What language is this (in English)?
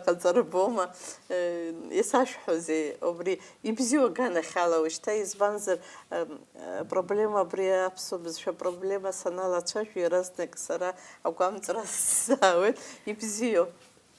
Abkhazian